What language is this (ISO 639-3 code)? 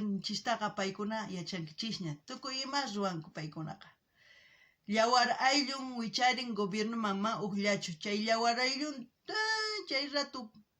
quh